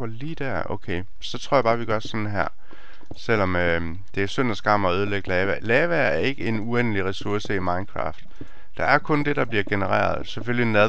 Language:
Danish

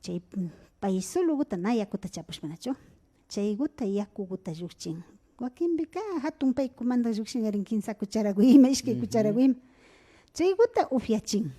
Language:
Imbabura Highland Quichua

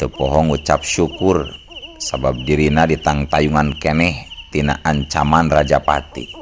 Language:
Sundanese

